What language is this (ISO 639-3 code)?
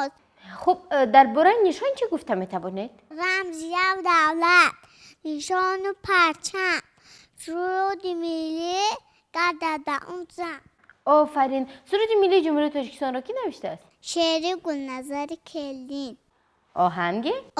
tgk